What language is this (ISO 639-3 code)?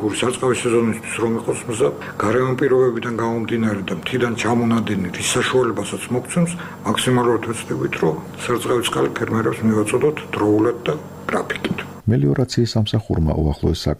kat